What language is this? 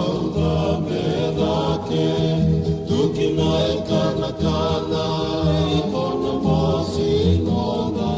Fijian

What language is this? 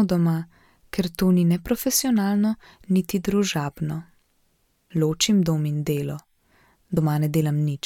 Slovenian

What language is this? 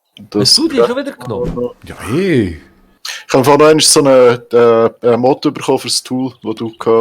Swiss German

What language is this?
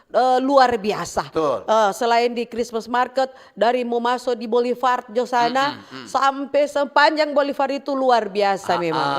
Manado Malay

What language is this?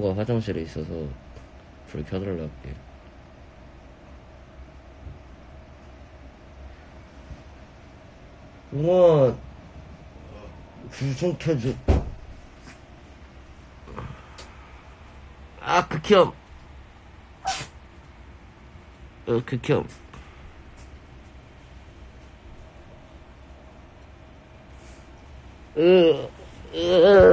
Korean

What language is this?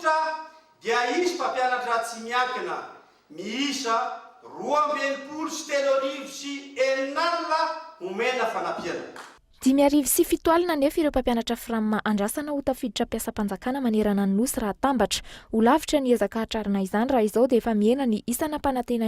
Malagasy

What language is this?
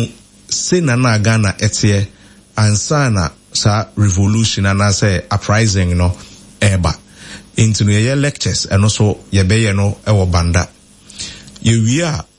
Akan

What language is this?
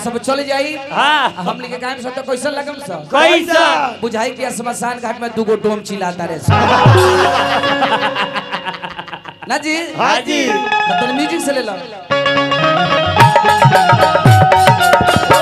Bhojpuri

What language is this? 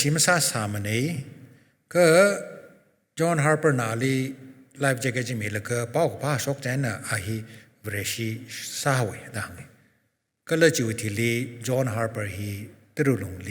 Tangkhul Naga (India)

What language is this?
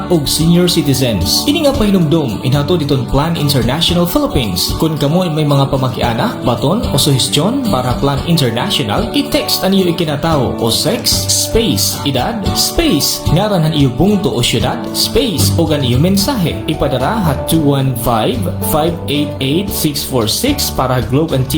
Waray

